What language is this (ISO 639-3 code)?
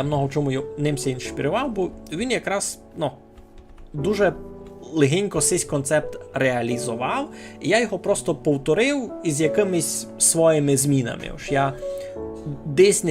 rue